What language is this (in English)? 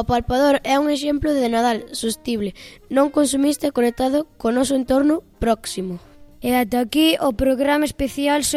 Galician